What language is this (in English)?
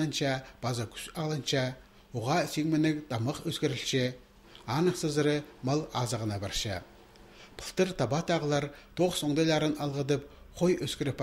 Khakas